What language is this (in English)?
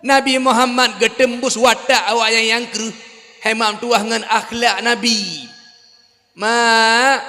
Achinese